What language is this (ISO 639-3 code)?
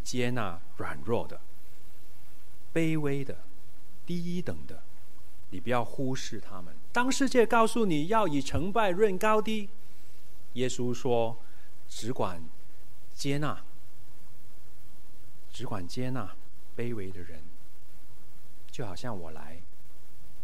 zho